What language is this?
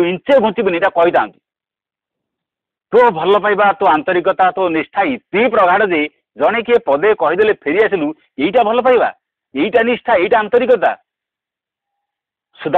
Odia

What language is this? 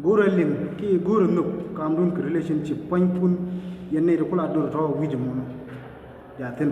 Nuer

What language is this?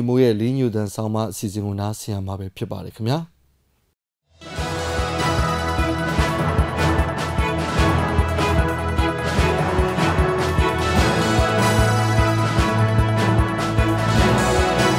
Burmese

